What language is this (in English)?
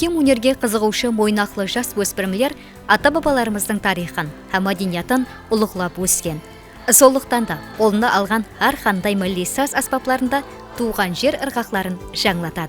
Kara-Kalpak